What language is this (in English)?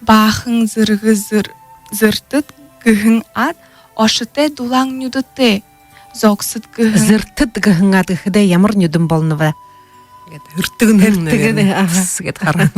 Buriat